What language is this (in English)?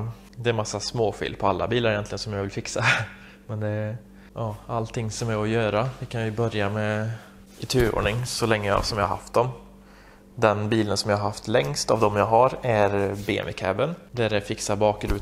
Swedish